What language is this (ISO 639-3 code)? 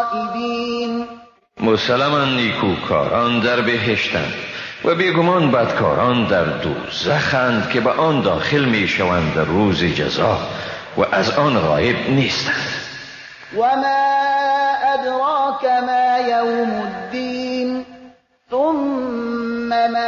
fas